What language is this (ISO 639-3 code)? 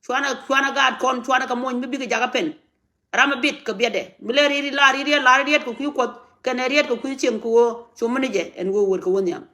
nus